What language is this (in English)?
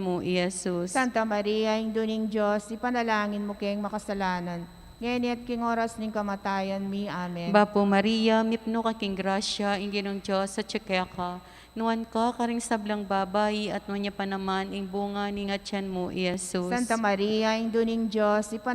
Pampanga